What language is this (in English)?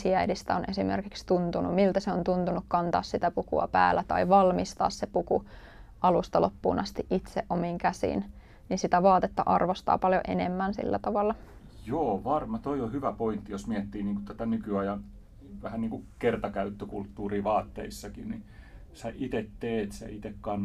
Finnish